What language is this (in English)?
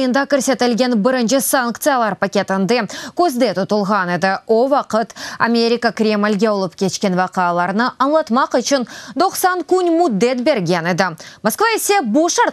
Crimean Tatar